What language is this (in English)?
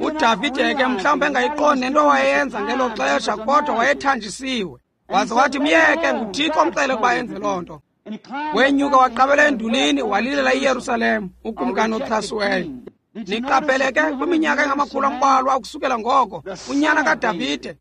Xhosa